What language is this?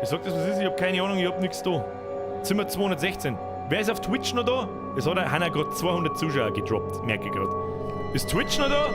Bavarian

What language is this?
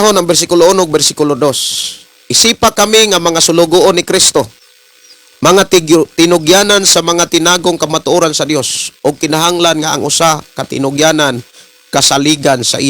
Cebuano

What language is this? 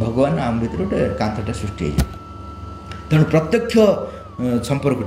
Odia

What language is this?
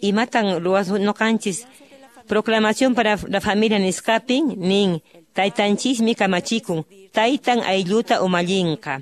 Quechua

